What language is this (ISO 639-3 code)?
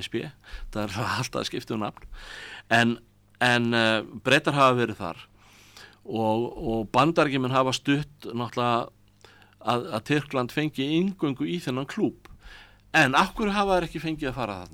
isl